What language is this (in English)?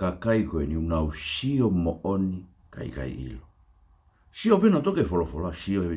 Tongan